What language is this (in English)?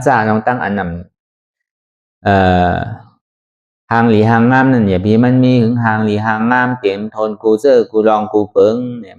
Shan